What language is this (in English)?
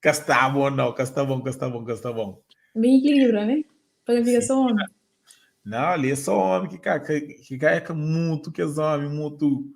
Kabuverdianu